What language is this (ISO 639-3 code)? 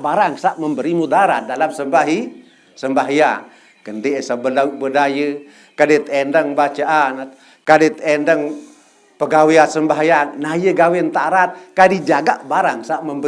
sas